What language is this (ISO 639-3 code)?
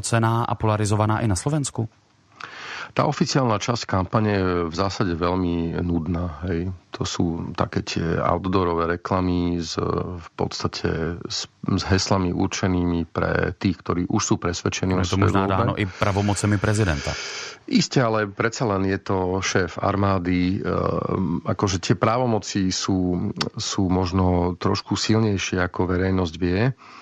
slk